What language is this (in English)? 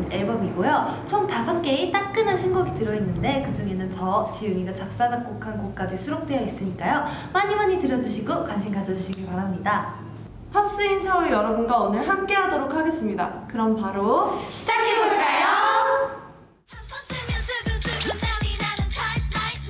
Korean